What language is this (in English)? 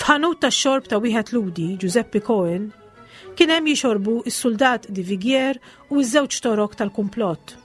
Maltese